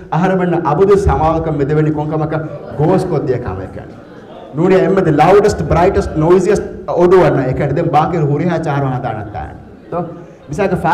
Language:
Divehi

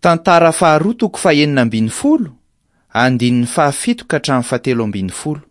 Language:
Malagasy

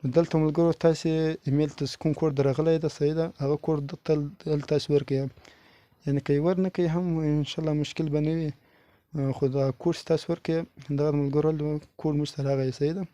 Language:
Pashto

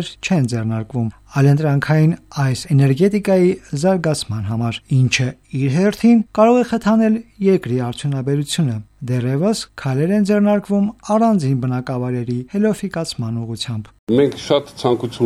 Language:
Armenian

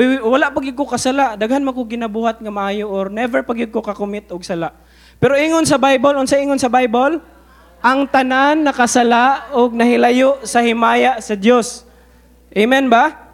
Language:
Cebuano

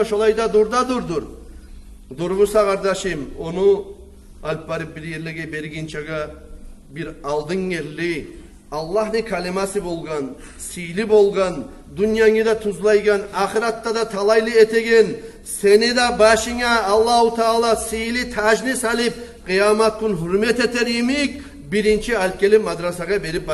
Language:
Kumyk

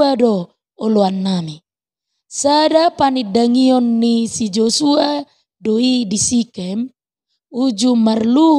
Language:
Batak Toba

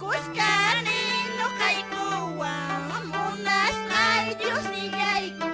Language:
Quechua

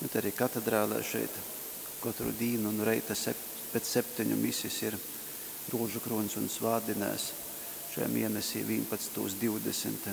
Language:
Latgalian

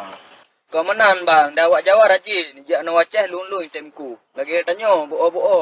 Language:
Achinese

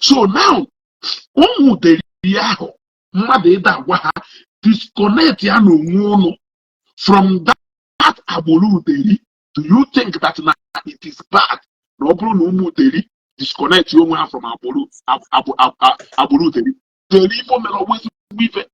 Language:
Igbo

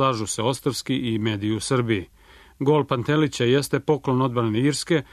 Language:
Serbian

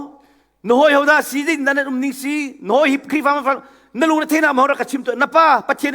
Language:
Hakha Chin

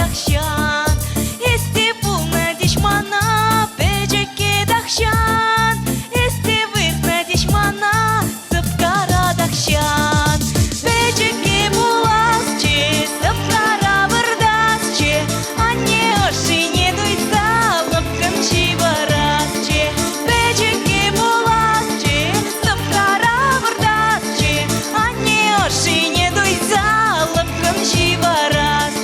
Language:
Chuvash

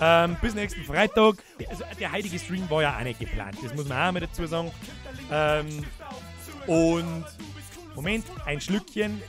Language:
Bavarian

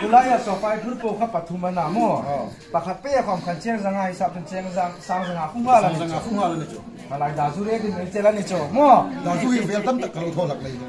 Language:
Hmar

